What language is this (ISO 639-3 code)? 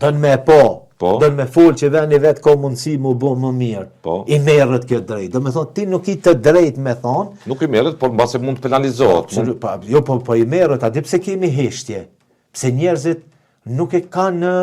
sqi